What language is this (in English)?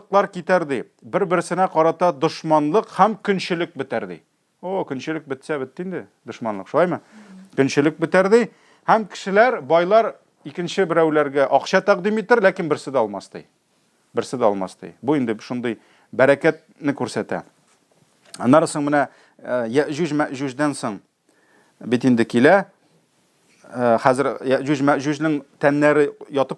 Tatar